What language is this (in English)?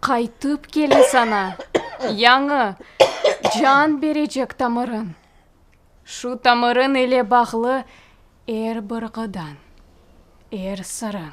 Crimean Tatar